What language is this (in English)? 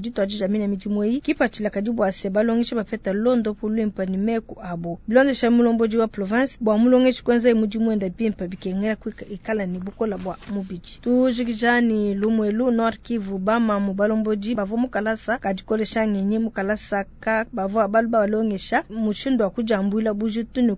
Luba-Lulua